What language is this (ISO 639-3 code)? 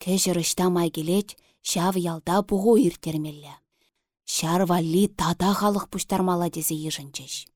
chv